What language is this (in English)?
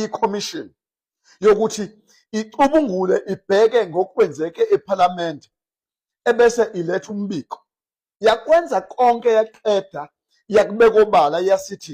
Zulu